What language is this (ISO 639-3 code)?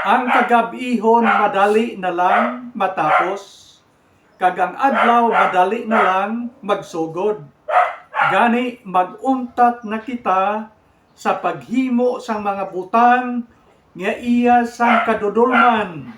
hil